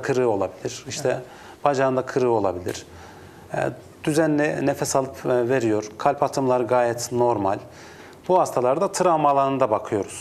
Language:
Turkish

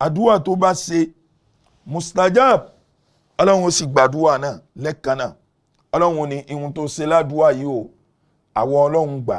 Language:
Yoruba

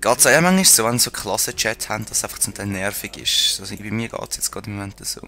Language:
Swiss German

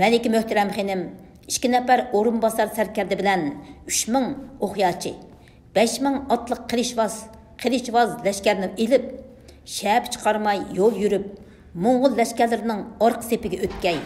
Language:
Uyghur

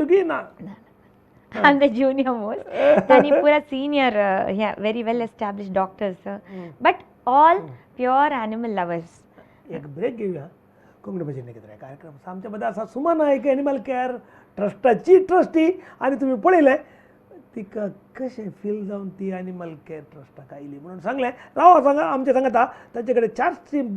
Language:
Konkani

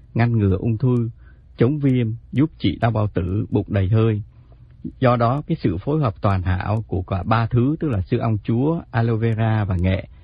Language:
Vietnamese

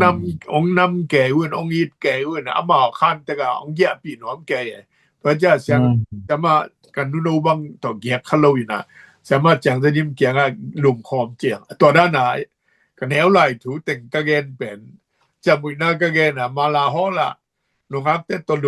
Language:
Tedim Chin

